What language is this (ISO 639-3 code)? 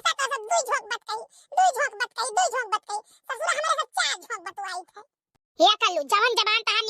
awa